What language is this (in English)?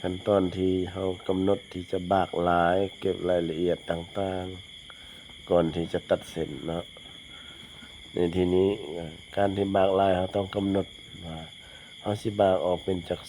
Lao